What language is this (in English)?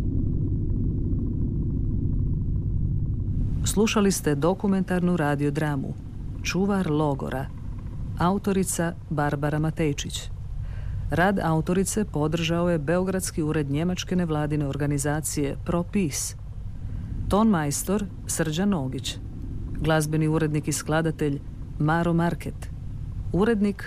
Croatian